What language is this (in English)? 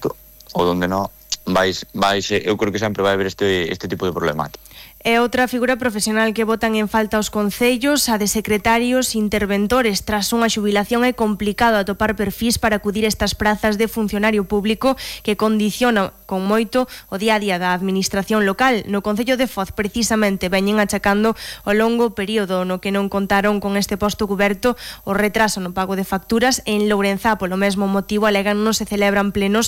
Galician